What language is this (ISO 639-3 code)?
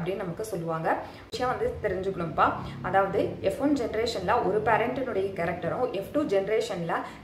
tam